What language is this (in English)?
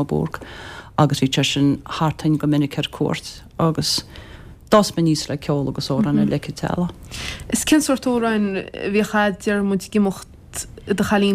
Irish